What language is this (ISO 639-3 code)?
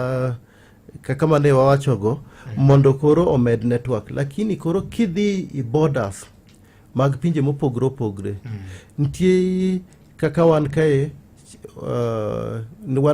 luo